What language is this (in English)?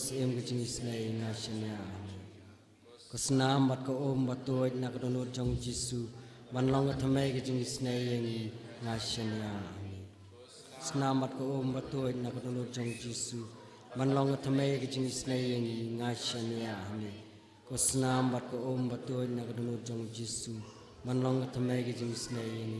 Khasi